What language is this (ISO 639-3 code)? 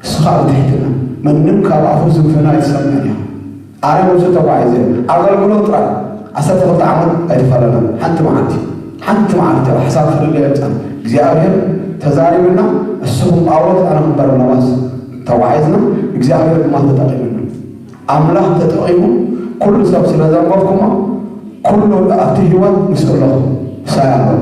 tir